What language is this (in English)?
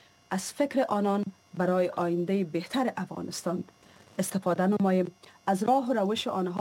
Persian